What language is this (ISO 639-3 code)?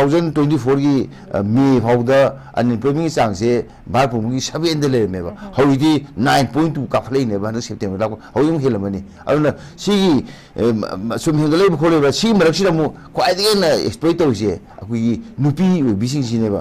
mni